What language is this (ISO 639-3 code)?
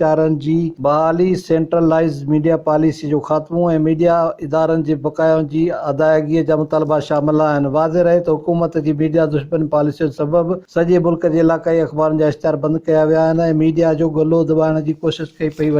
snd